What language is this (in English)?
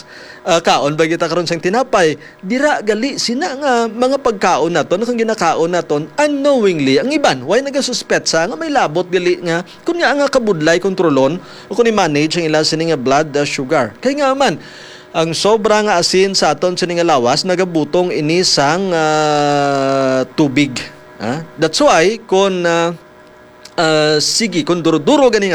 Hiligaynon